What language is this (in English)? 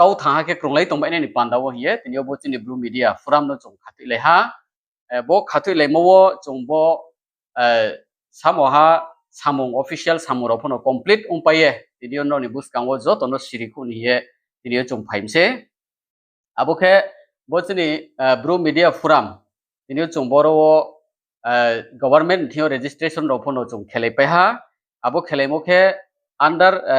Riang (India)